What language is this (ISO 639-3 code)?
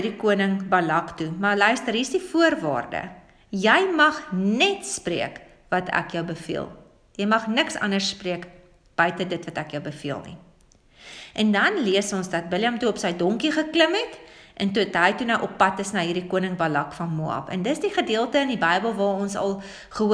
afr